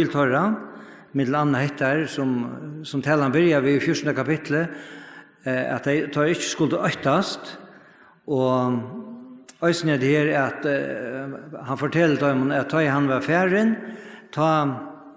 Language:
Faroese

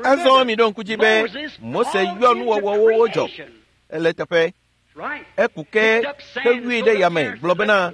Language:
Ewe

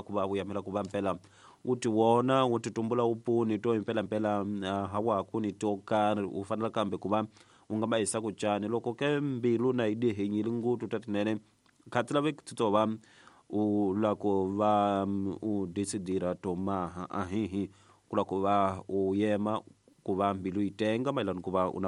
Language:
Tsonga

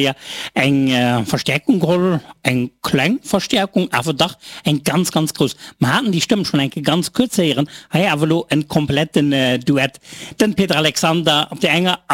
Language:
Luxembourgish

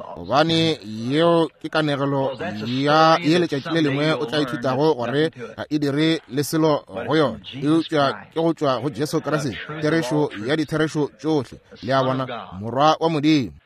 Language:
Northern Sotho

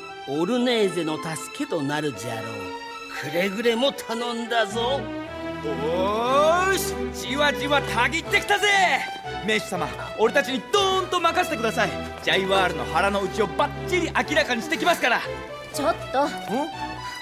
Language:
Japanese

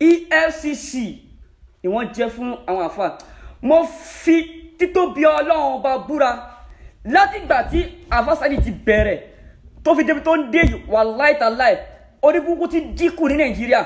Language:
Yoruba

